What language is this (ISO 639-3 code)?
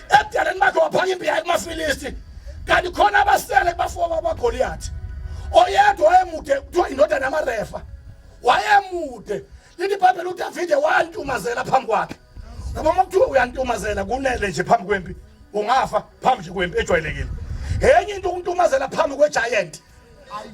zul